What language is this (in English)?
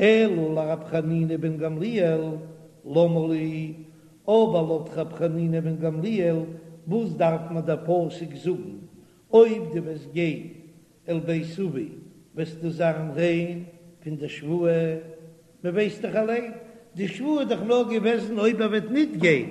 Yiddish